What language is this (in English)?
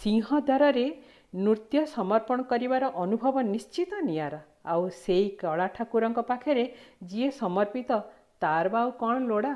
Odia